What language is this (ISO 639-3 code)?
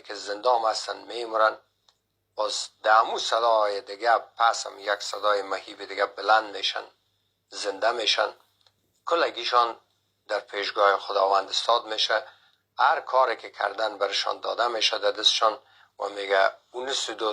fas